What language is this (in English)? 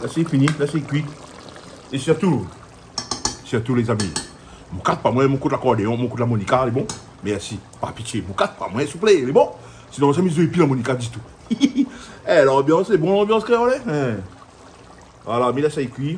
Réunion Creole French